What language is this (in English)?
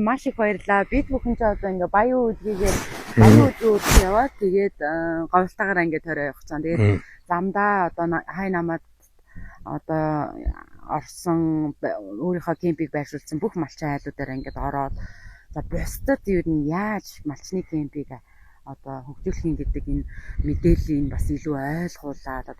Mongolian